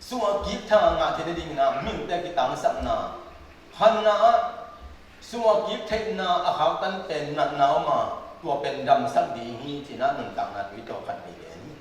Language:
Tedim Chin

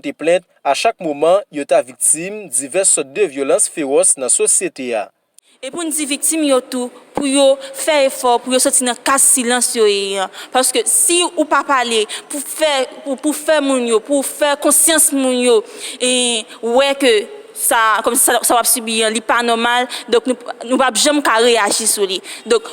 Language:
Haitian Creole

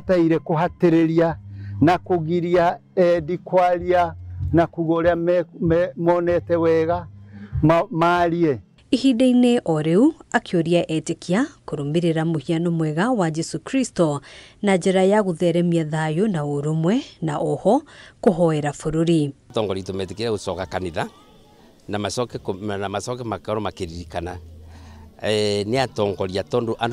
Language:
Kikuyu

